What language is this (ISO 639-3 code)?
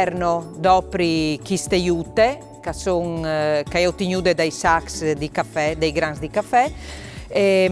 fur